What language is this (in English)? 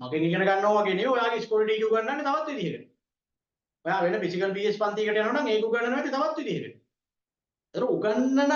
Sinhala